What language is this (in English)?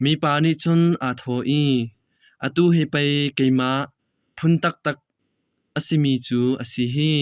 Hakha Chin